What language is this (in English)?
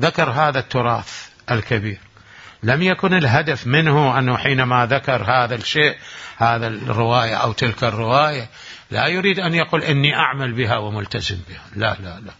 Mesopotamian Arabic